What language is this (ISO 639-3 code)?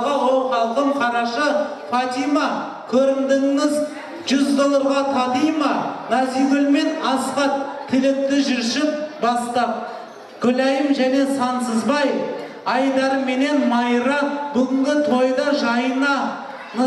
kaz